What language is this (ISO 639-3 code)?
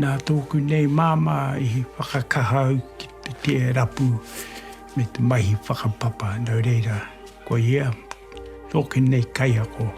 mri